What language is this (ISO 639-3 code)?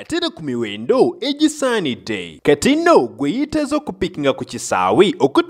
lug